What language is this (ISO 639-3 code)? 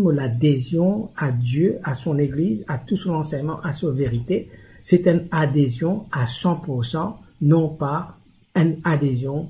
mfe